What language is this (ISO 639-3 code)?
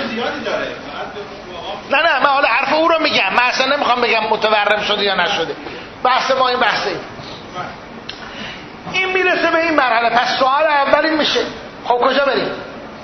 fas